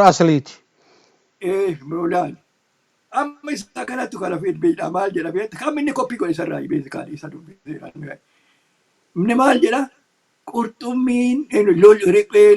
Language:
Oromo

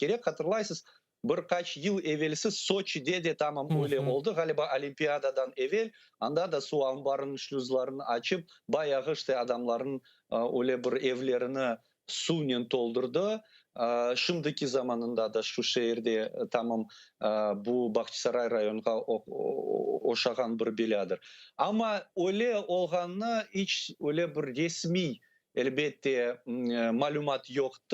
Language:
Crimean Tatar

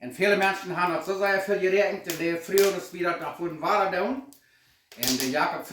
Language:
Plautdietsch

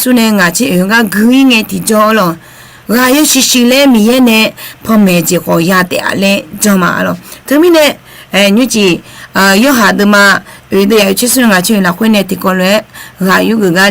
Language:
Akha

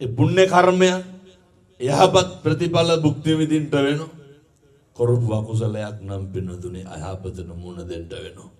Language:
Sinhala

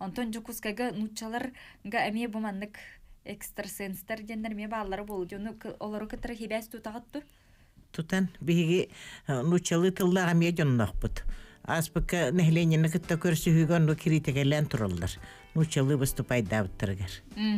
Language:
Yakut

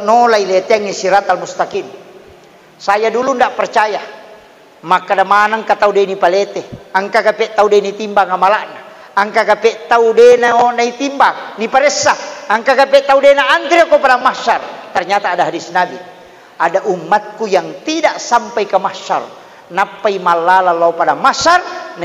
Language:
Buginese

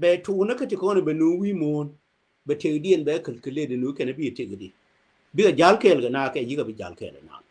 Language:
Nuer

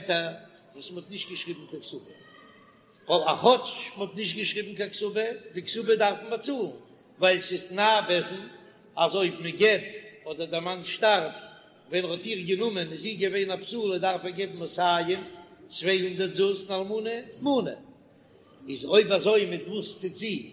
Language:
Yiddish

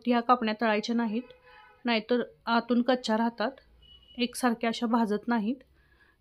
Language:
Marathi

